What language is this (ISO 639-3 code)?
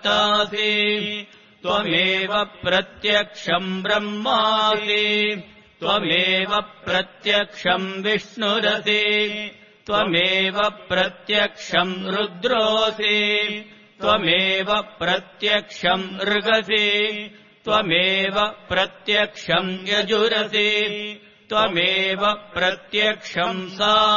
san